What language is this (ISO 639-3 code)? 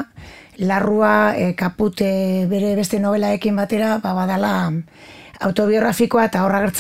eus